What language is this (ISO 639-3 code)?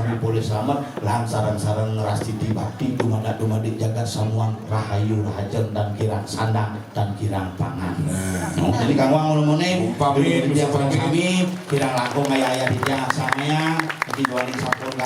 ban